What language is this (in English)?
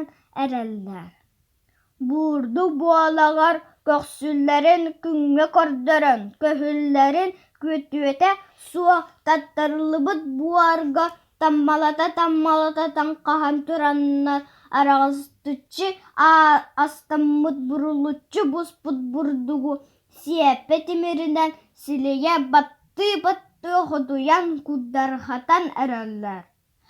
Yakut